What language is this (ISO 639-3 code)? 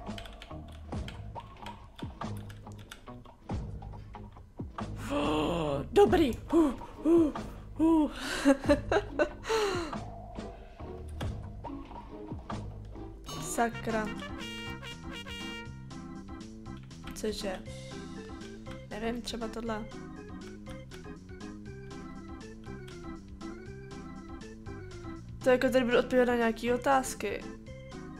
ces